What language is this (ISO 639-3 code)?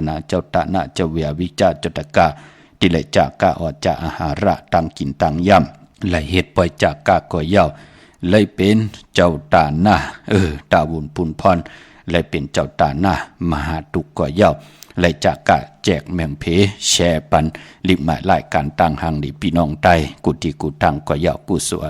shn